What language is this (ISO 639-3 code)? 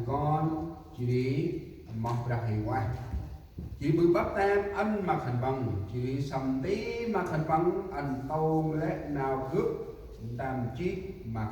cmo